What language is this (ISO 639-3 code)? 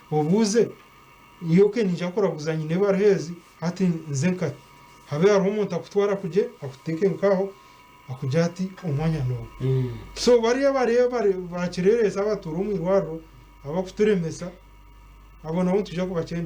nyn